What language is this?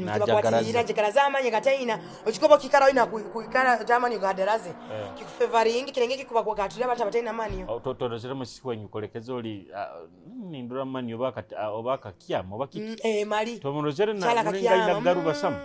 Nyoro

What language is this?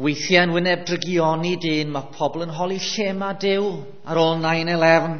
Welsh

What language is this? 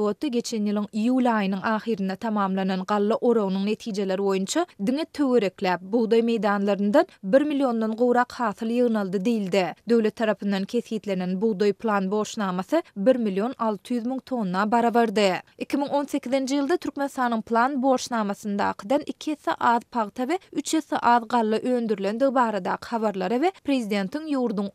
Turkmen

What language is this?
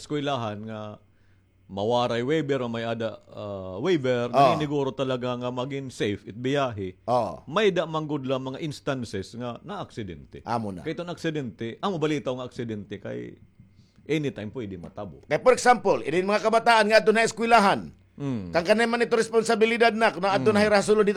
Waray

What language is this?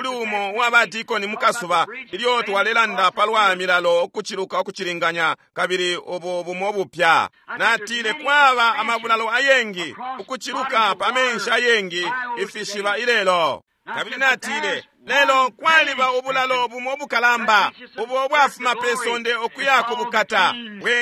Bemba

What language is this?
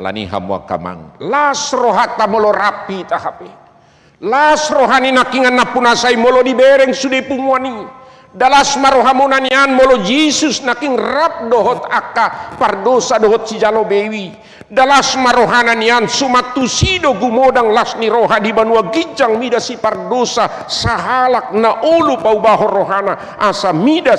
Batak Toba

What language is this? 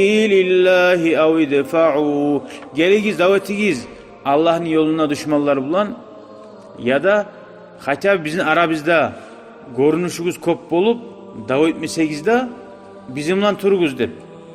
Kumyk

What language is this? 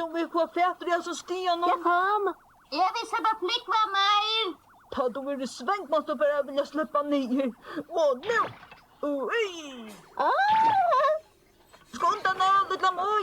Faroese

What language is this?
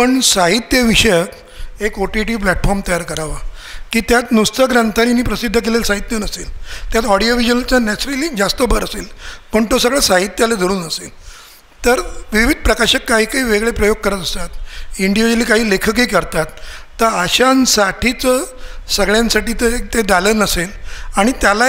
Marathi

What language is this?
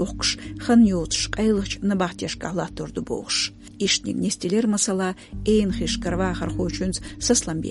Chechen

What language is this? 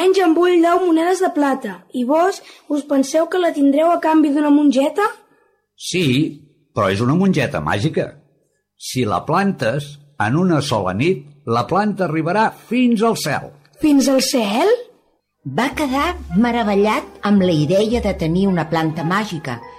Catalan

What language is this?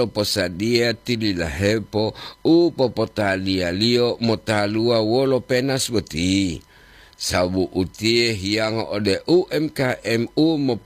Gorontalo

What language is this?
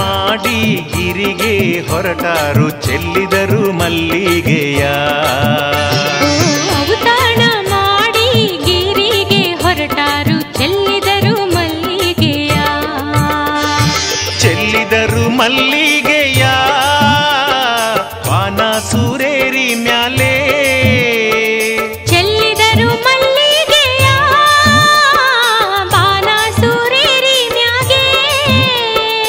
Kannada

